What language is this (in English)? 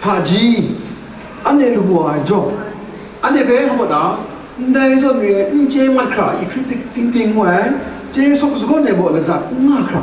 Kachin